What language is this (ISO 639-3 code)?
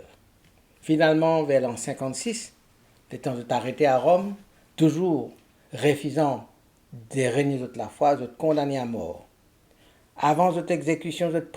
mfe